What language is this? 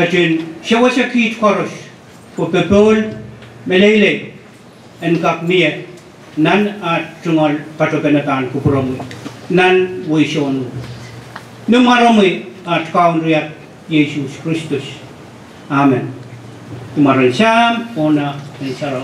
Pohnpeian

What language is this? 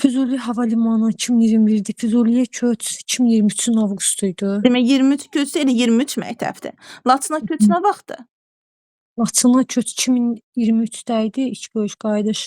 Azerbaijani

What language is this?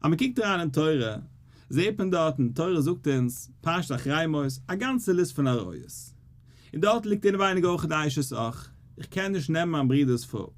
Yiddish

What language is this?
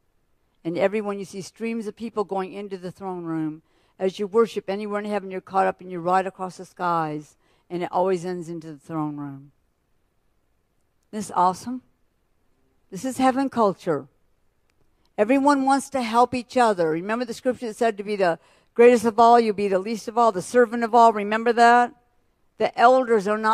English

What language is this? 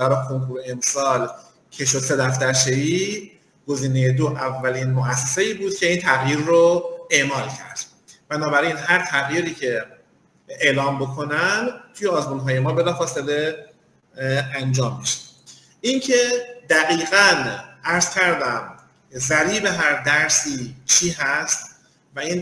Persian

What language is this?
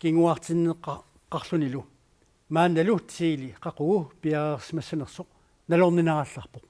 Kalaallisut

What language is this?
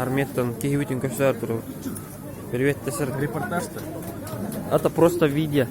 Yakut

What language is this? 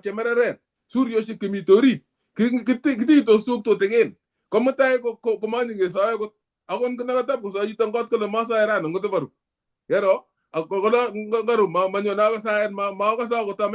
Kalenjin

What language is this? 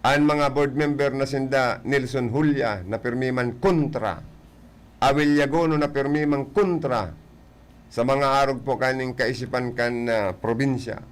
Bikol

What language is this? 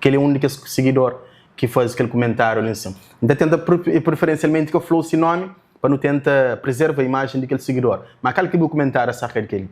Kabuverdianu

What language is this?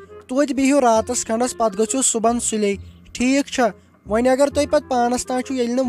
Kashmiri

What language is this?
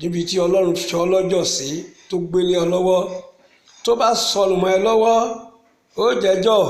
Yoruba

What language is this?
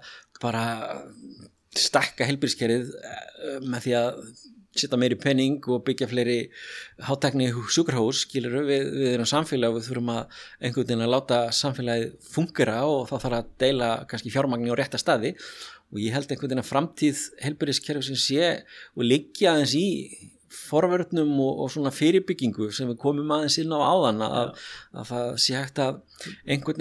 Icelandic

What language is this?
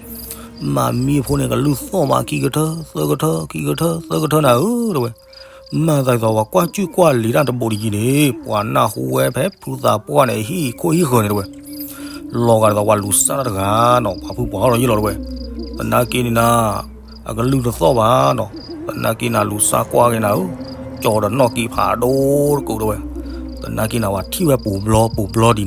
S'gaw Karen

